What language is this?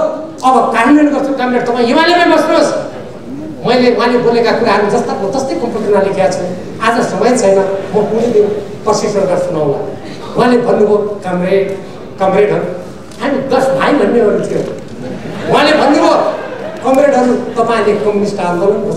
Nepali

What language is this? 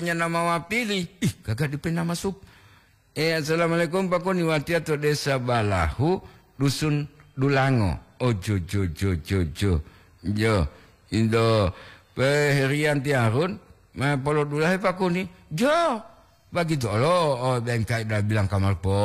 Gorontalo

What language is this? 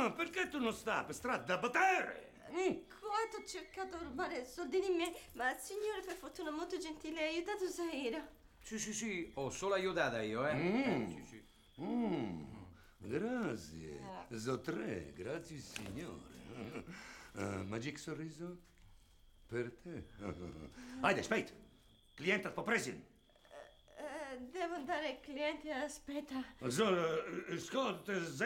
Italian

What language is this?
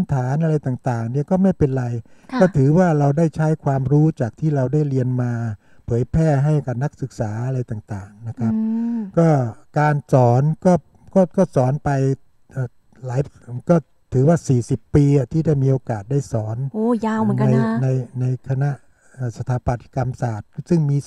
Thai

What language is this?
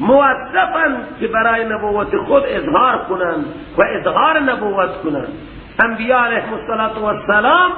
Persian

